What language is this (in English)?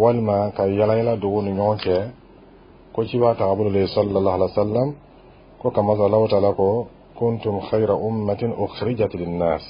Bambara